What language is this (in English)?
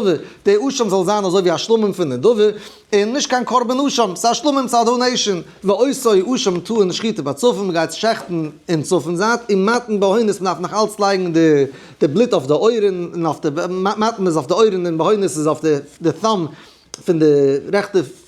Yiddish